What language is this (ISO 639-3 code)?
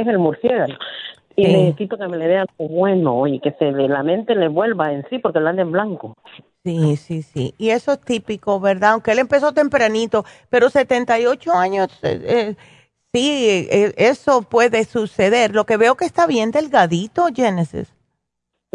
spa